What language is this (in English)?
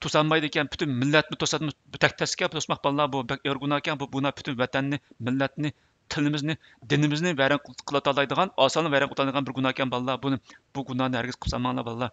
Uyghur